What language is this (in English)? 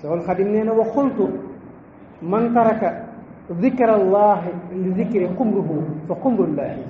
Wolof